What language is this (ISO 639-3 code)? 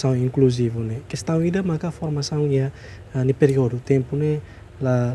tet